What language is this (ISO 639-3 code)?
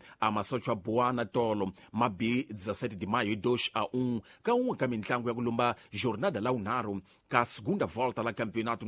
tso